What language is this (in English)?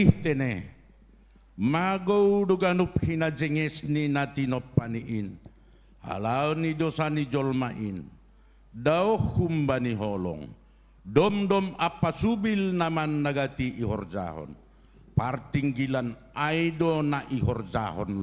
Batak Simalungun